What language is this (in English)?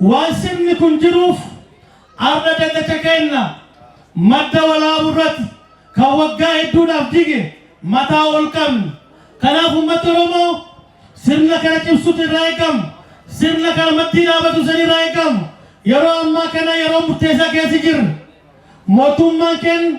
Oromo